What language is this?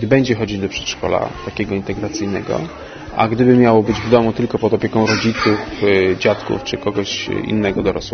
Polish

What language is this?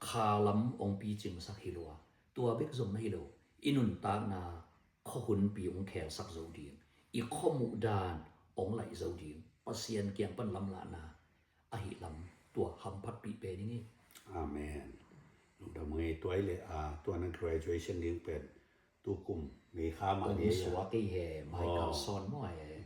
Tedim Chin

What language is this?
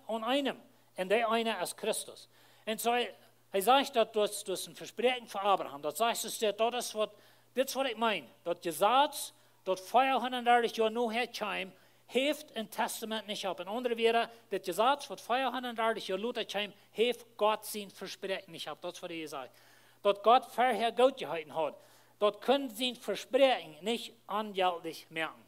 Plautdietsch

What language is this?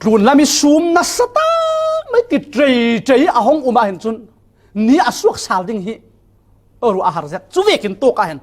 Falam Chin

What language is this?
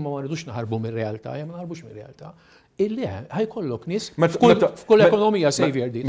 Maltese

